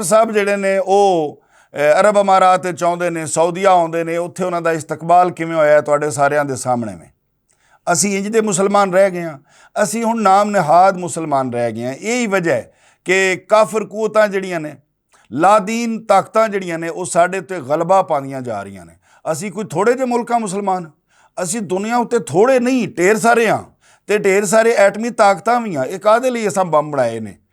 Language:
Western Panjabi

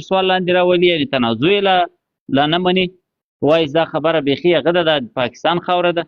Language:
Pashto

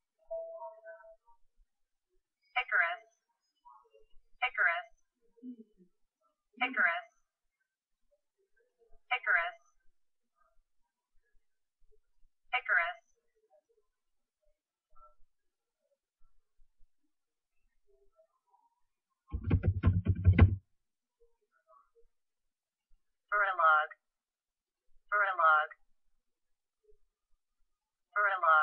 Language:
Chinese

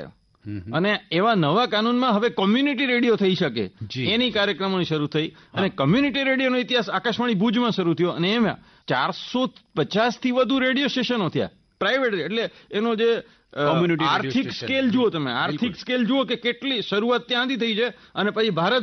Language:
Gujarati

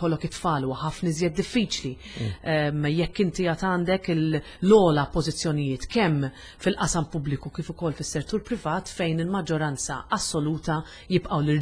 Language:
Maltese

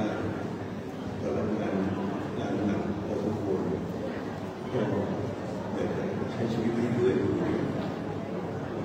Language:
Thai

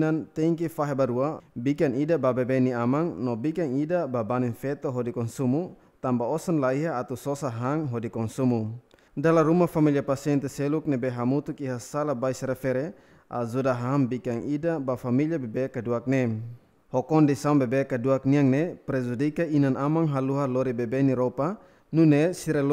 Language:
Tetum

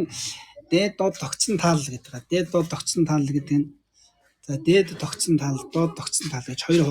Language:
Mongolian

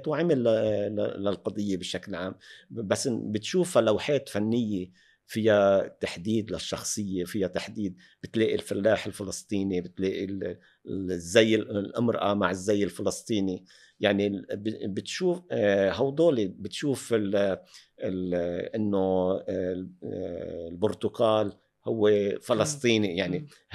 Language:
North Levantine Arabic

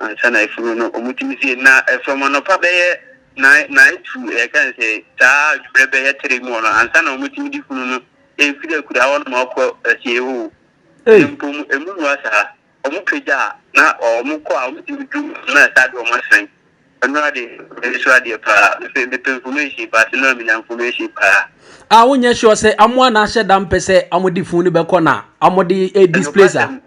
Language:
Akan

